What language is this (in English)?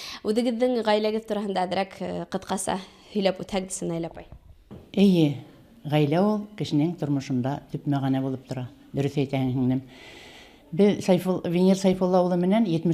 Bashkir